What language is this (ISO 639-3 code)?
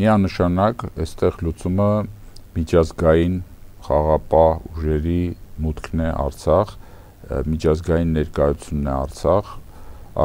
hye